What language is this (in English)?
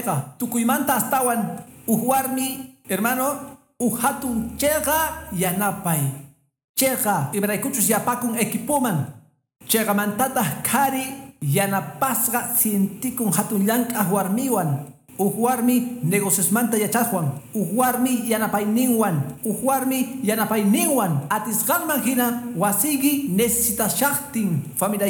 Quechua